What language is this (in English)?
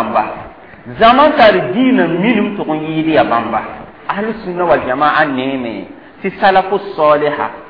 Mossi